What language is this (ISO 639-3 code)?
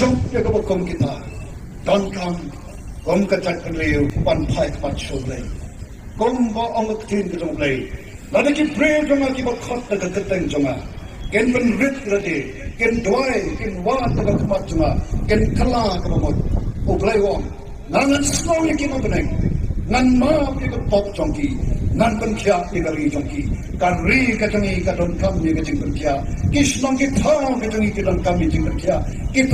kha